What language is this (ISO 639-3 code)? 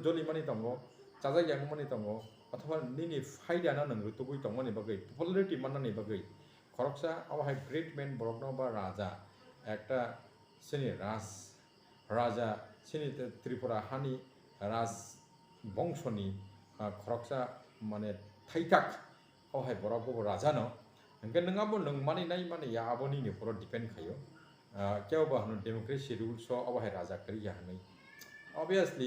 trp